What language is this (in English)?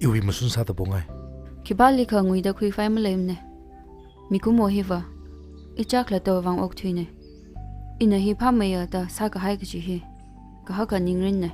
Tangkhul Naga (India)